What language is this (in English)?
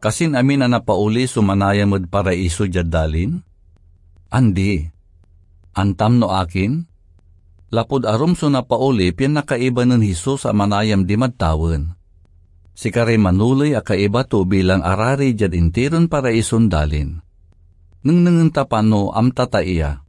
Pangasinan